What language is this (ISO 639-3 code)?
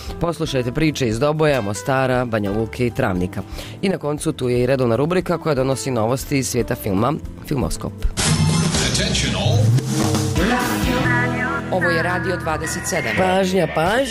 bos